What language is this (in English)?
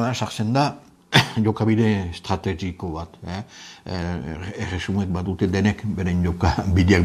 Basque